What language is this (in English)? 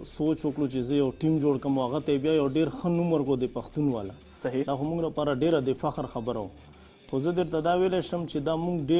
Pashto